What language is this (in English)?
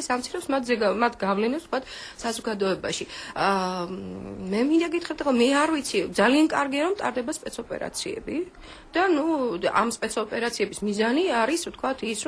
Georgian